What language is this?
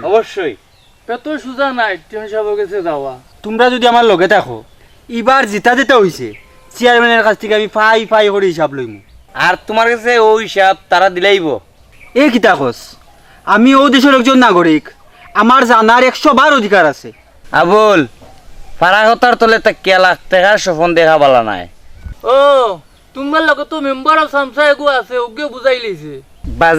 Sylheti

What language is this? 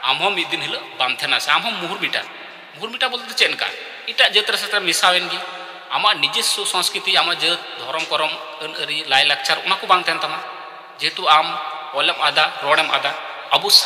Santali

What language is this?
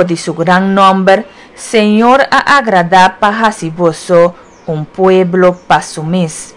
Papiamento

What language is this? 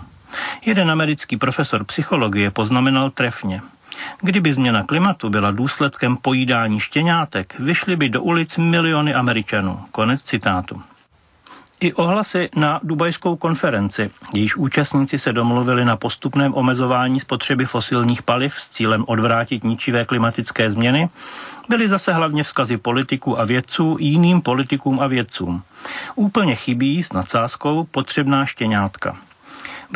Czech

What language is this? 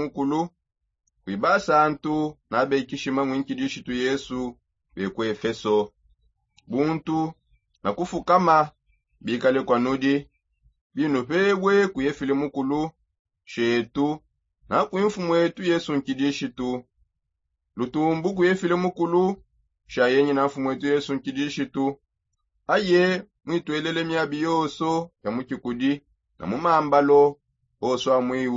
Songe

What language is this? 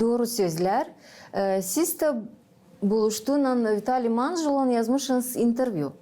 Gagauz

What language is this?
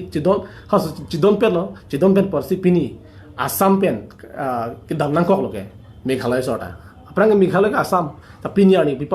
Karbi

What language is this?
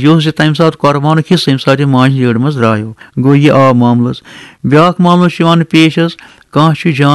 Kashmiri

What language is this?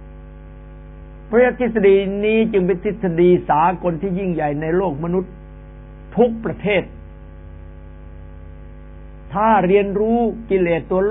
Thai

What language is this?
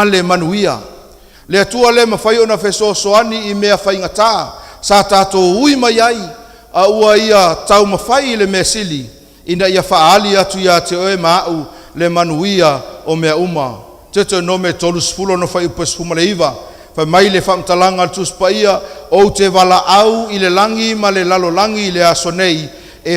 Samoan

